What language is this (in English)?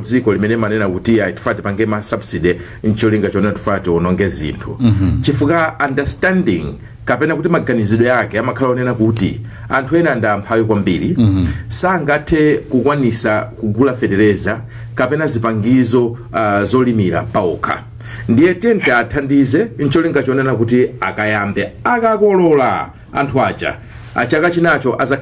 Nyanja